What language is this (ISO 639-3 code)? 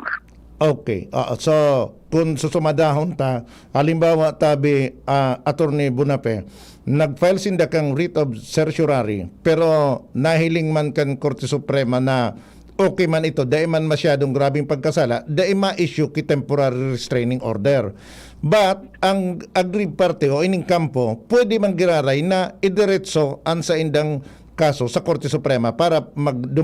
bik